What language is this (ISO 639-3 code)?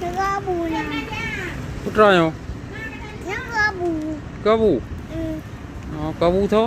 ace